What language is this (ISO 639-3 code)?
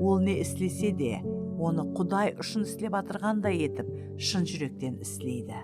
kaa